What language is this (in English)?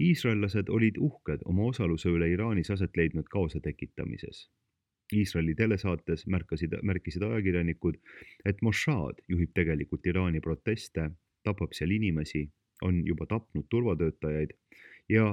Estonian